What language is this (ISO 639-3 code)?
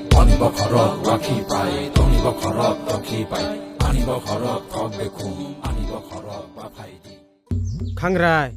trp